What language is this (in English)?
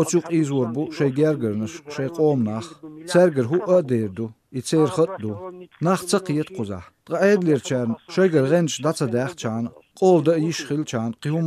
Chechen